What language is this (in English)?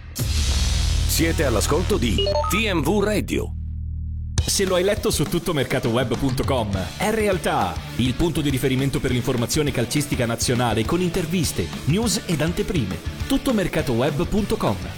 Italian